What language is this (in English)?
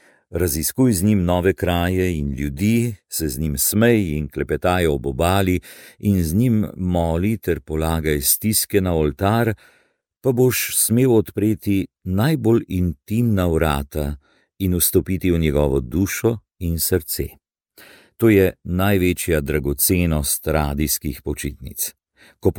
Slovenian